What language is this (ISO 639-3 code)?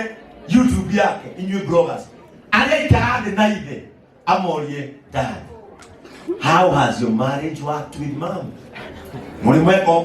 kik